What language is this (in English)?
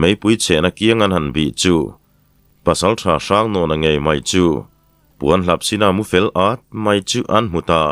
Mizo